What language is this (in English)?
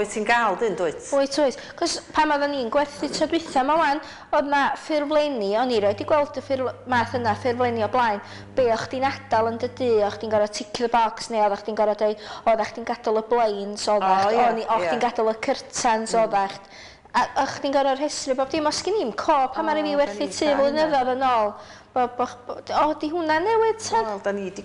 Welsh